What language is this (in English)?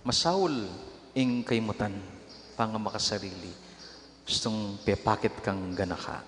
Pampanga